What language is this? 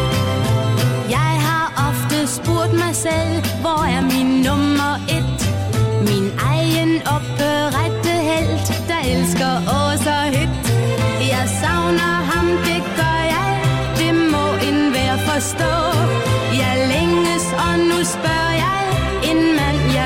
Danish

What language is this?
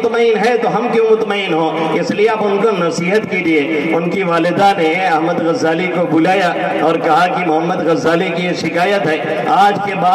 Urdu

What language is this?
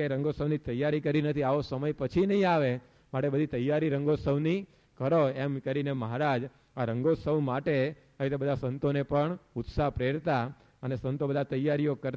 Gujarati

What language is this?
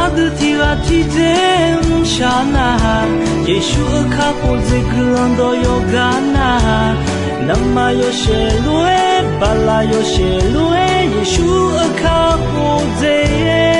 Akha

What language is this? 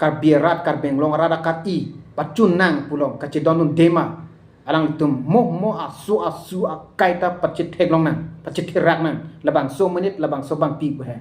Karbi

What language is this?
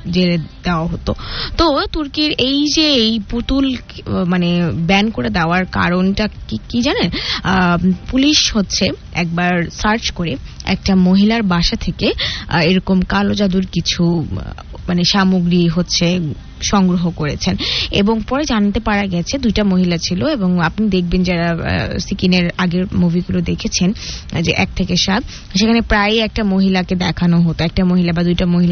Bangla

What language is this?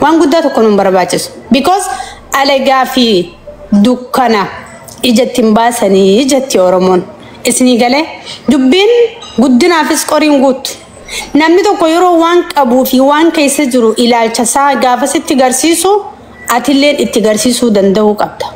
Oromo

